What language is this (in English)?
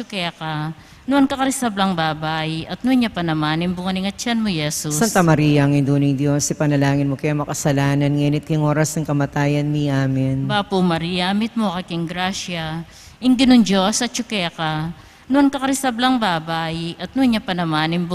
Pampanga